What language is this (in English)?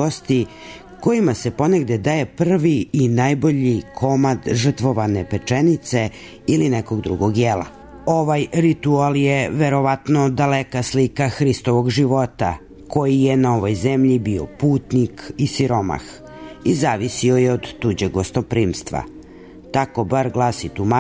Serbian